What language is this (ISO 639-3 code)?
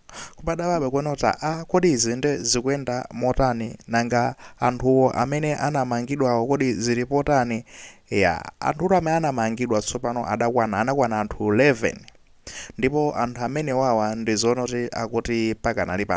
nya